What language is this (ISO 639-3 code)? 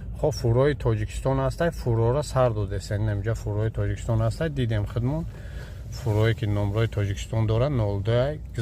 tgk